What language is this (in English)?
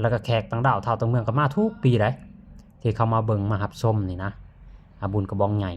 Lao